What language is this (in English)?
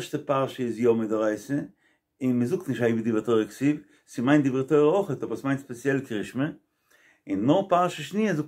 Yiddish